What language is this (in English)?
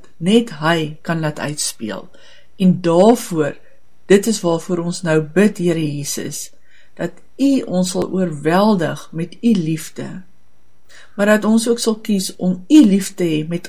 Afrikaans